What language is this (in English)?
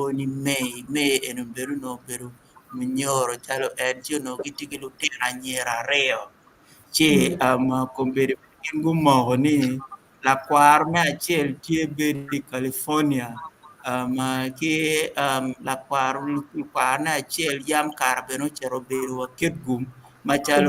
Acoli